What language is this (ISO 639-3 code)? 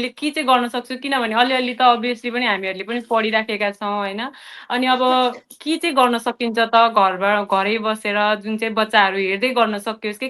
nep